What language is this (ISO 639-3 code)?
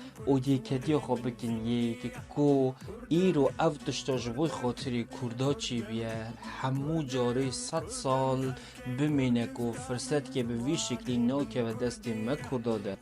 kur